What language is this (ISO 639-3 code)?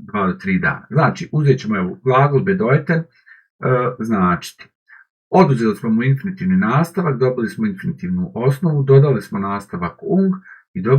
bos